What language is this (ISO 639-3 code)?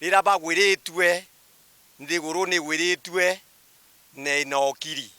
mer